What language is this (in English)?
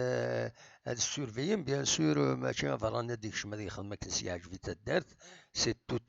Kabyle